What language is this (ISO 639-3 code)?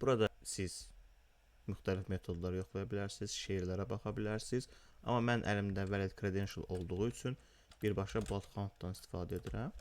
aze